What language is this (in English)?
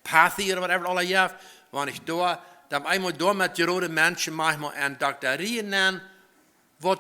Plautdietsch